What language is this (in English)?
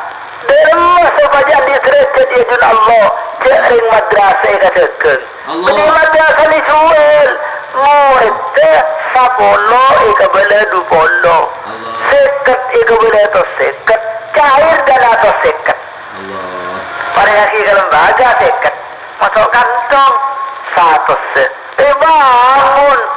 Madurese